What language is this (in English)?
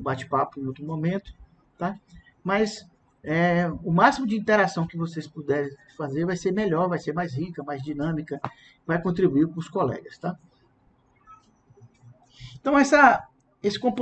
Portuguese